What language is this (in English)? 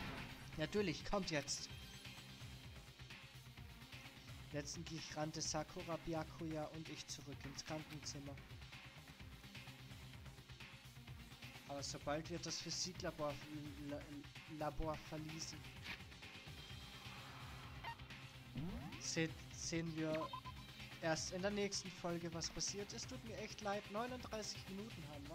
German